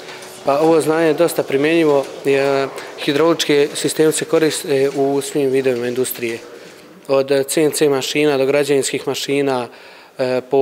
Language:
Bosnian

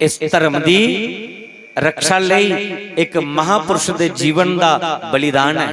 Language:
Dogri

